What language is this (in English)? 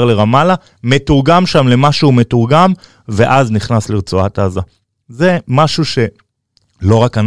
Hebrew